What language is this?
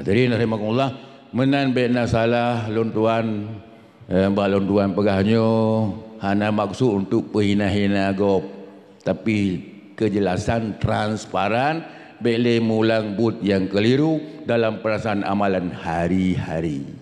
Achinese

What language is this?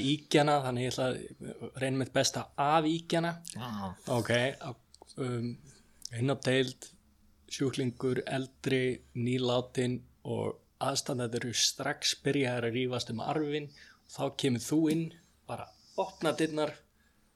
Icelandic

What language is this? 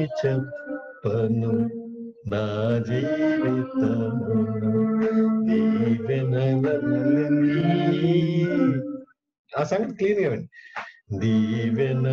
Telugu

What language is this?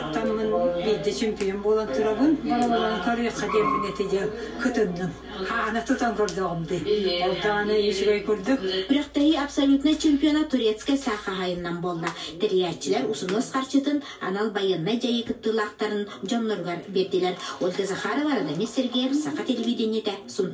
Yakut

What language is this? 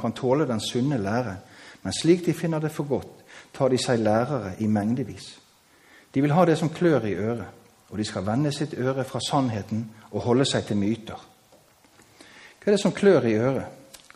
Norwegian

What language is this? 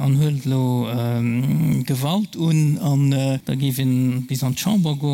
Luxembourgish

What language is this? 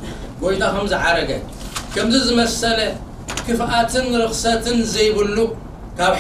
Tigrinya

